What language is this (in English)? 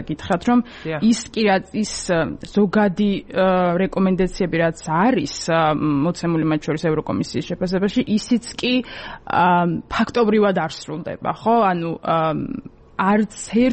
Georgian